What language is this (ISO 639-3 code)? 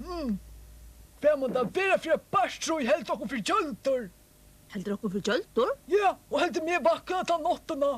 fao